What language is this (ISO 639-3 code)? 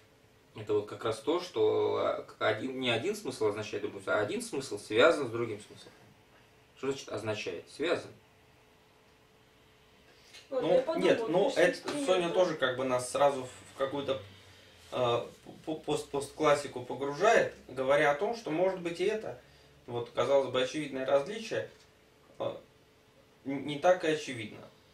rus